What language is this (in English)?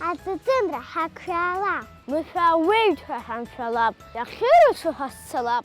Abkhazian